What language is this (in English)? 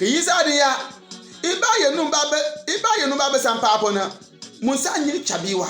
Bimoba